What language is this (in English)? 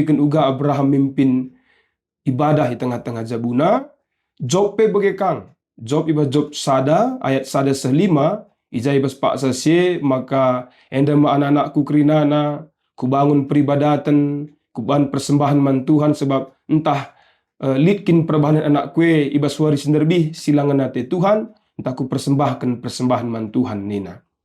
Batak Karo